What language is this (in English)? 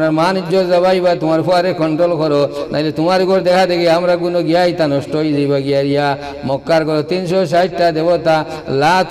Sylheti